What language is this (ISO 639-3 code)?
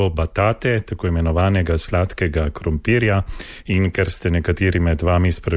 slv